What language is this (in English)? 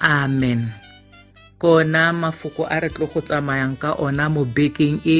Tswana